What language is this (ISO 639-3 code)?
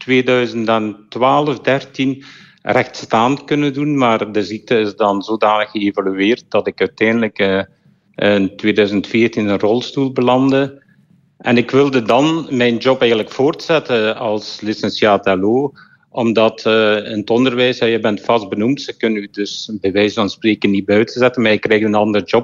nld